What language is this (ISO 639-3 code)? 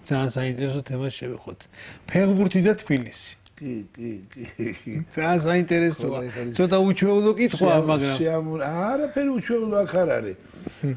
kat